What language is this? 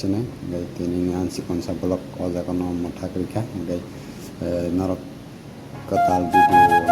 Kok Borok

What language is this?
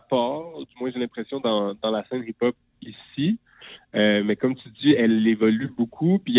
French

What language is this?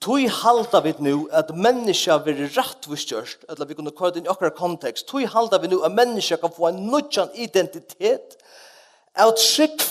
Faroese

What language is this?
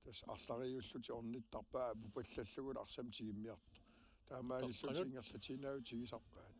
Kalaallisut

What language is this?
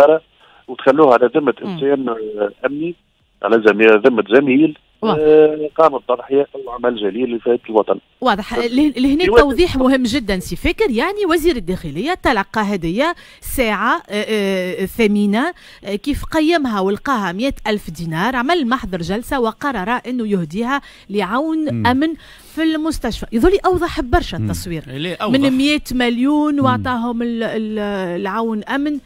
Tunisian Arabic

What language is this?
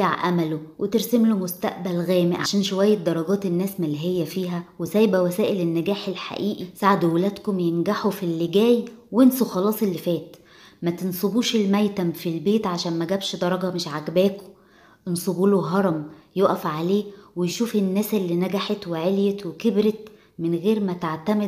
Egyptian Arabic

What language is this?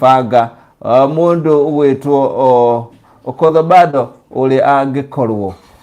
Kikuyu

